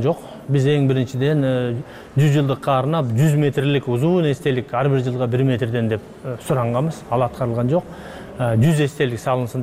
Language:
Kyrgyz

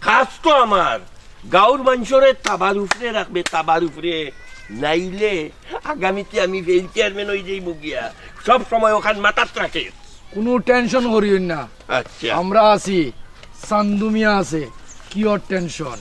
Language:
Sylheti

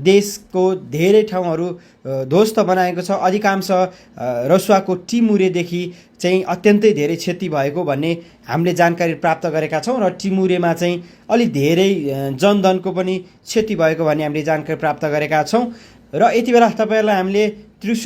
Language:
Nepali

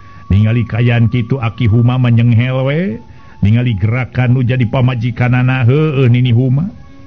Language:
Sundanese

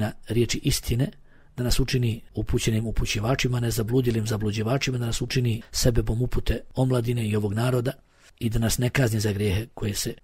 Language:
Bosnian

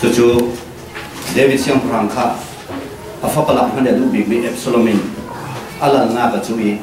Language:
Falam Chin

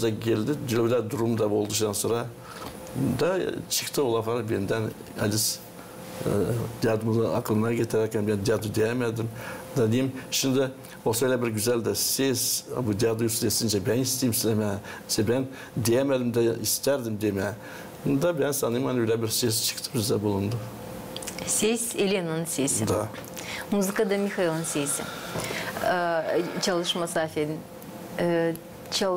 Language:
Gagauz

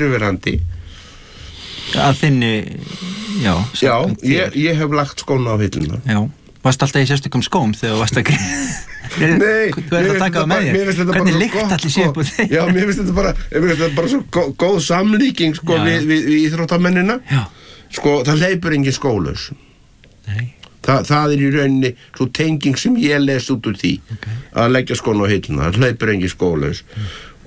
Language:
Icelandic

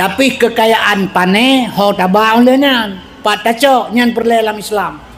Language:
Achinese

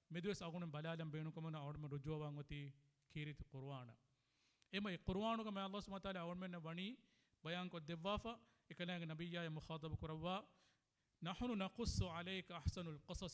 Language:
Divehi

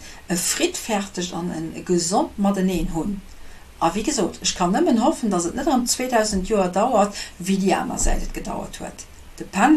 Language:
Luxembourgish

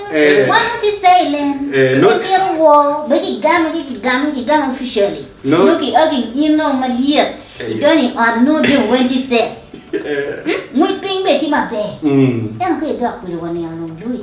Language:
Acoli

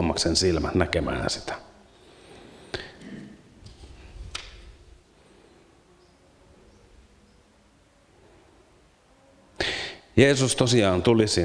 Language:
Finnish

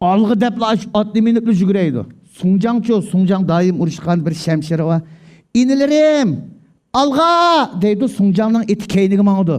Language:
Uyghur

